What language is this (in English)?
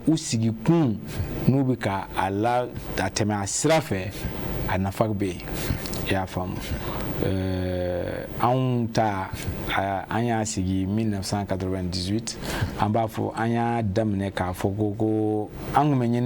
Bambara